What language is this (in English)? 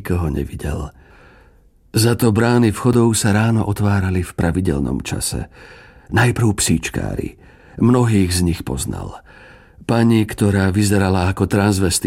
Slovak